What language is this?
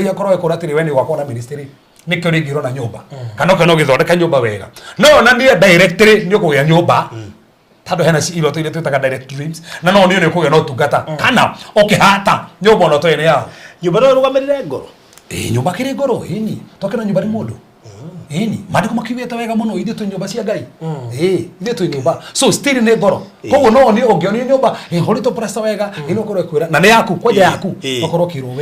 Kikuyu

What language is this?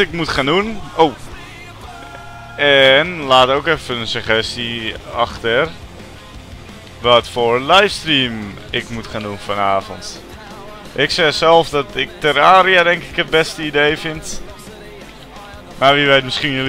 Dutch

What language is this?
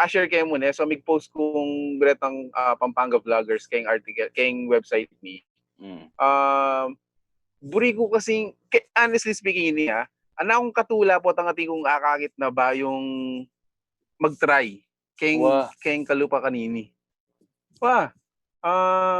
Pampanga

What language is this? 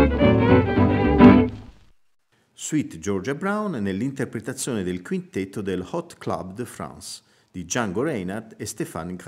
Italian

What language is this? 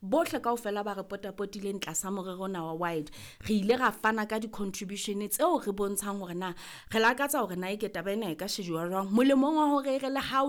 Southern Sotho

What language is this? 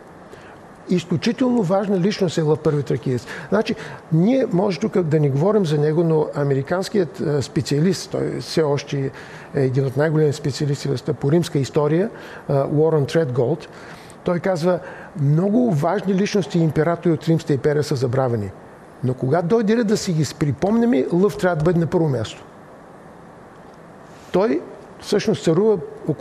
Bulgarian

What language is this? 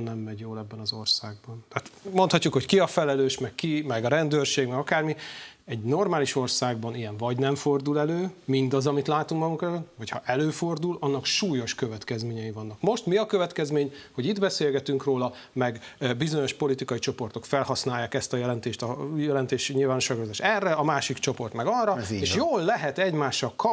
Hungarian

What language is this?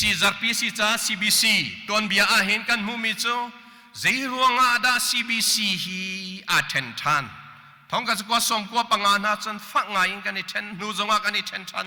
Hakha Chin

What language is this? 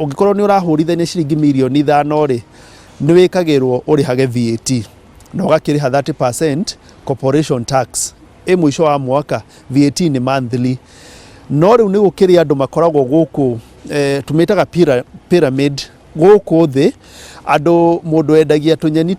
Kikuyu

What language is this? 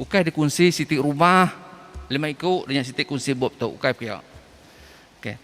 Iban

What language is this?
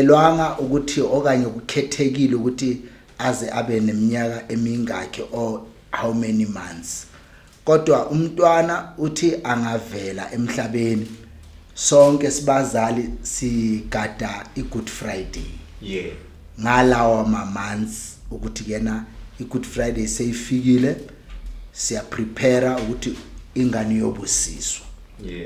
Zulu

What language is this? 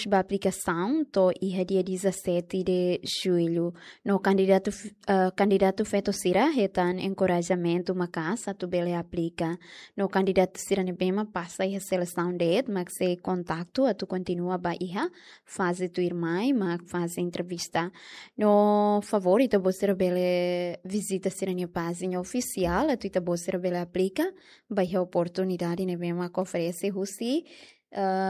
Tetum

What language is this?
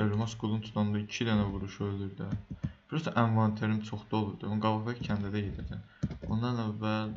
Azerbaijani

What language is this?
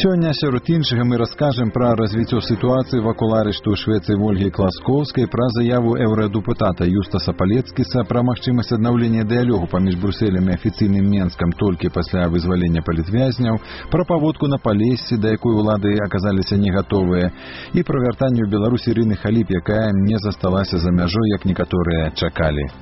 Belarusian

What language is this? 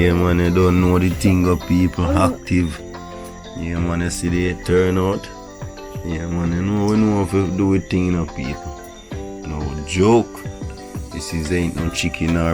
Jamaican Creole English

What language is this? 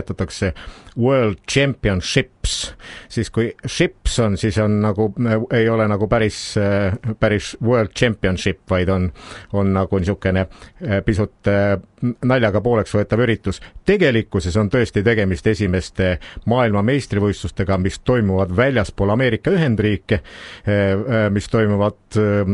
Estonian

